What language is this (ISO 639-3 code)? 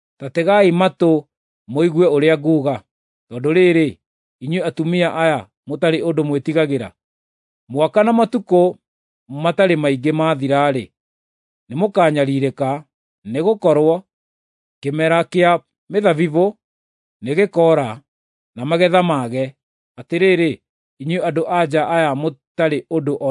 kik